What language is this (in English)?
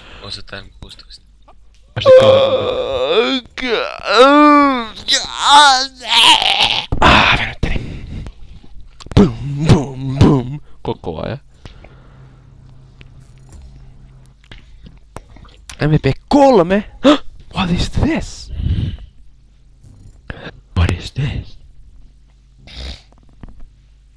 Finnish